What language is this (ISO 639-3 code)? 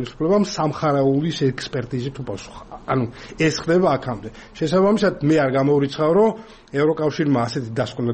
kat